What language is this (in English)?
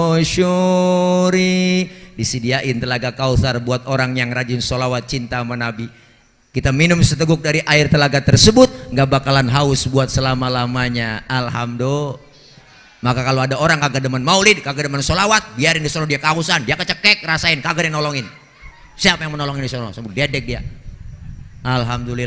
Betawi